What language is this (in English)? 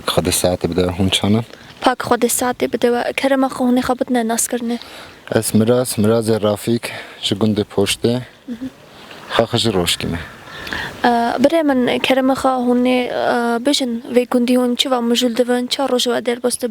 Kurdish